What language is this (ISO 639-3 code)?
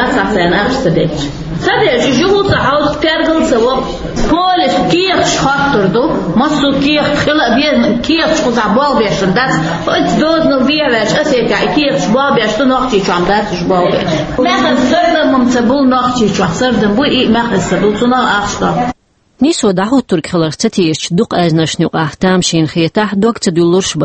che